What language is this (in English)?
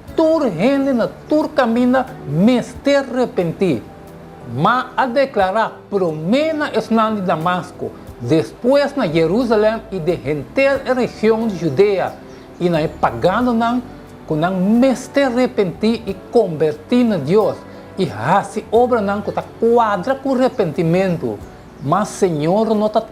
Papiamento